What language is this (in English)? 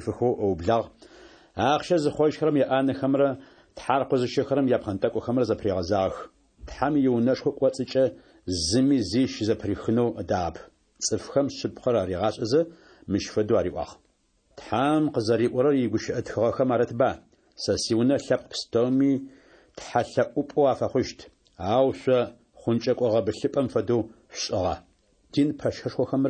Adyghe